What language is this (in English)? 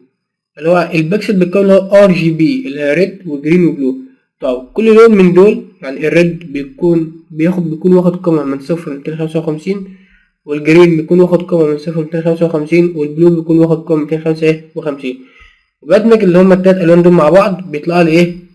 Egyptian Arabic